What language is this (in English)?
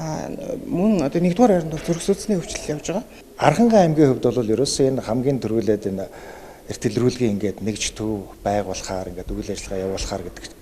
Mongolian